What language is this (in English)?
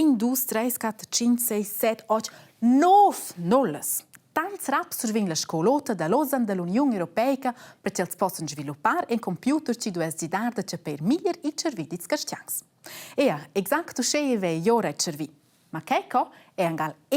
Romansh